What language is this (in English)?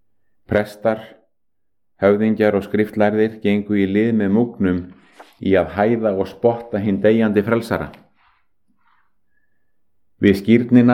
Icelandic